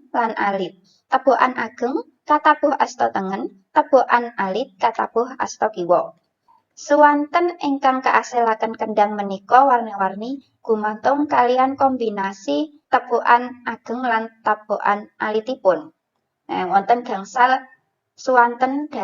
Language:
Javanese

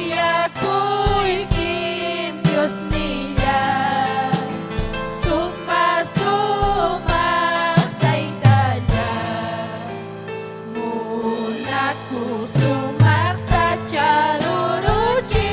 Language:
Ayacucho Quechua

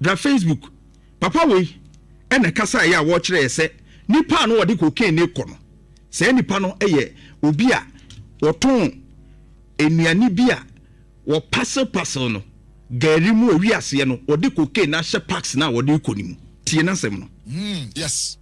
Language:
Akan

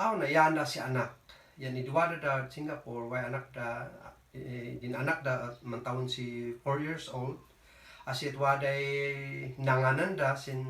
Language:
Kankanaey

